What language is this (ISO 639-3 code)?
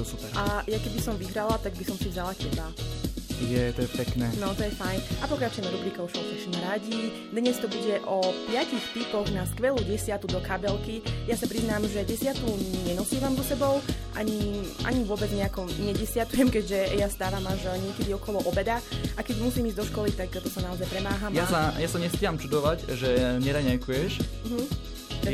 slk